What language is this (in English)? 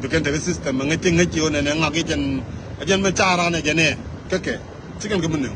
Nuer